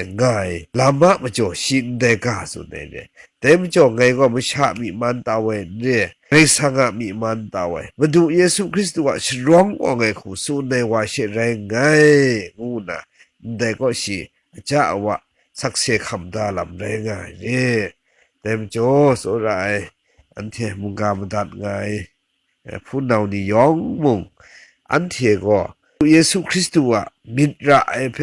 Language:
Kachin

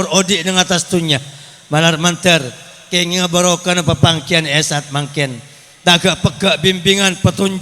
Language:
Madurese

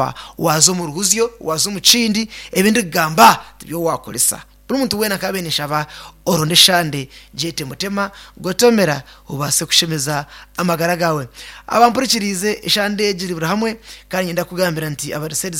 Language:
Nyankole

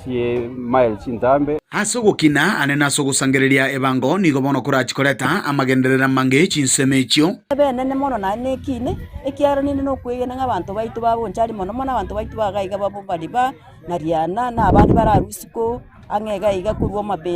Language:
Gusii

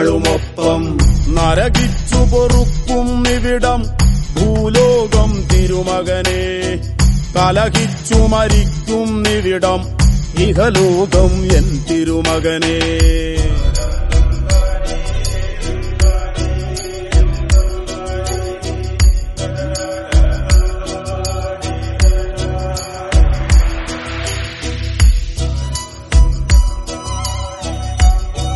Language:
Malayalam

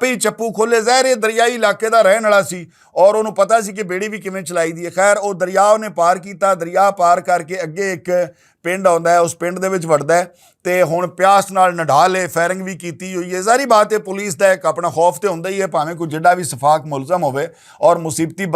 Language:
Western Panjabi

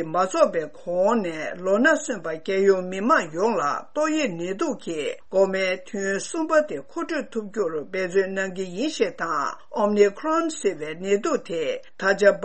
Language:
Tibetan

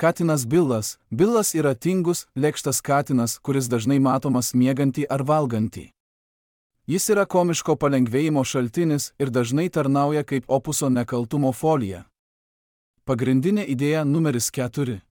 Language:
Lithuanian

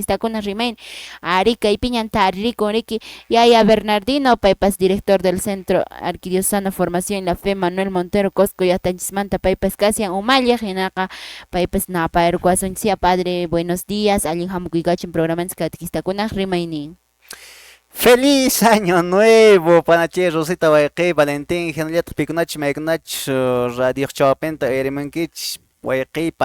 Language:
Quechua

